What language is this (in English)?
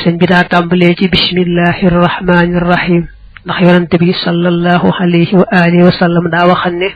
Wolof